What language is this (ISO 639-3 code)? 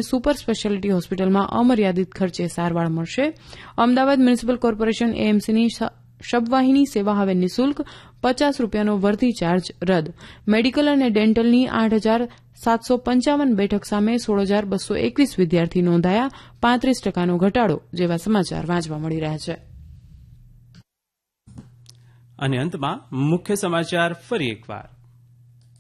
guj